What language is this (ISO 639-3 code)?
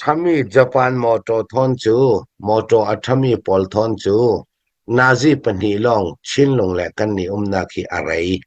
cfm